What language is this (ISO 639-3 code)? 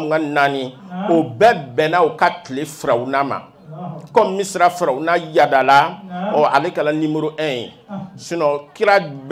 bam